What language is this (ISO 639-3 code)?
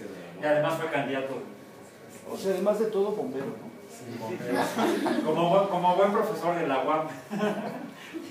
spa